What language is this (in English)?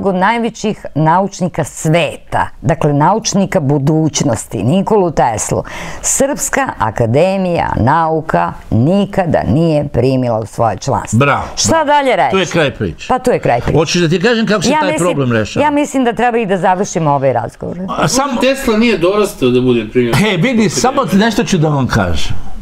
Serbian